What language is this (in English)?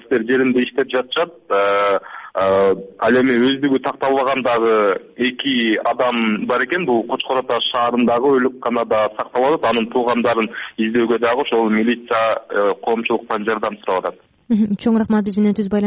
Kyrgyz